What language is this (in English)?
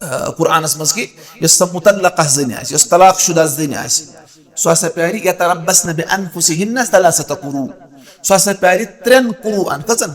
Kashmiri